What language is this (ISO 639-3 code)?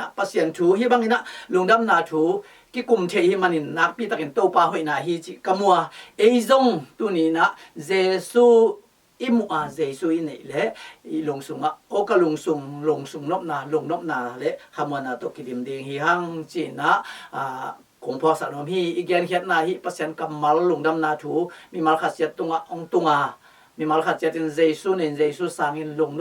ctd